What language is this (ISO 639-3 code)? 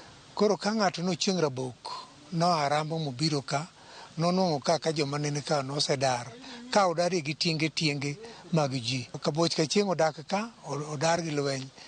luo